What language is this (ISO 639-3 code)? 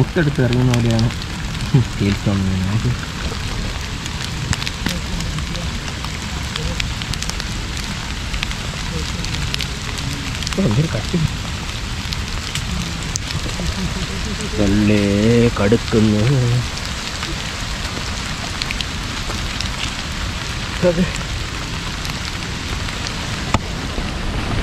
mal